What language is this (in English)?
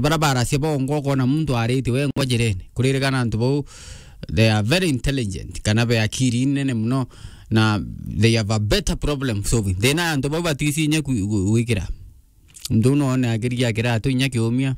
Meru